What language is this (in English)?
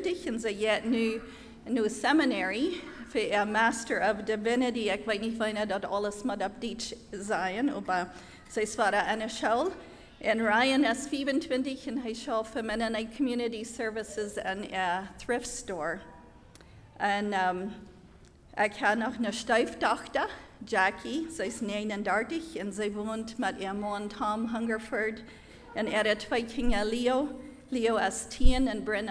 Plautdietsch